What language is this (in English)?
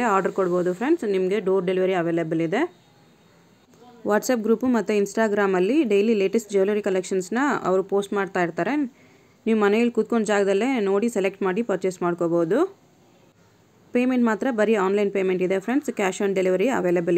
Kannada